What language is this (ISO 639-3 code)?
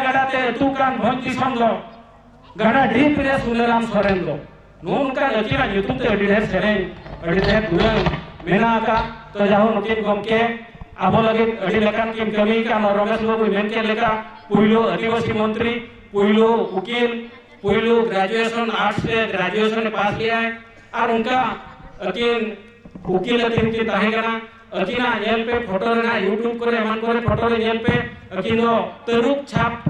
sat